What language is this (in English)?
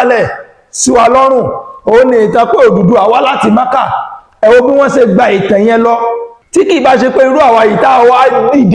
Yoruba